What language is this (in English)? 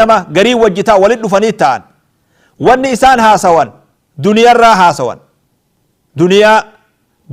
Oromo